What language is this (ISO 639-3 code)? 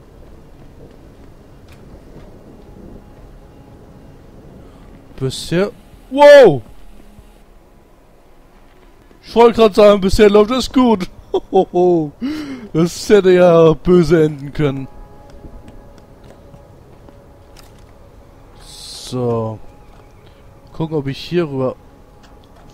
deu